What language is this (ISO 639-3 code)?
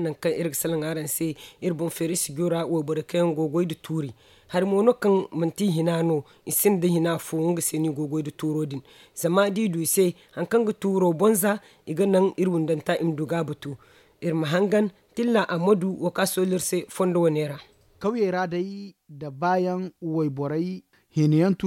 dje